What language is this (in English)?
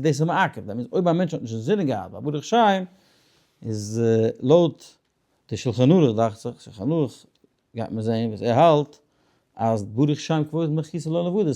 Yiddish